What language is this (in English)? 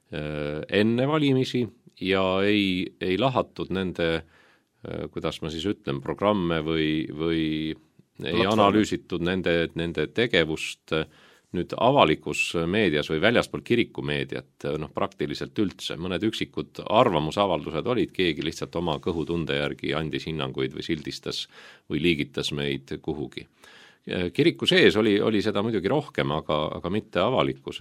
Estonian